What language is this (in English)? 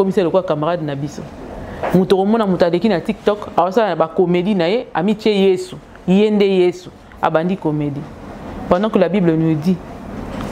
Lingala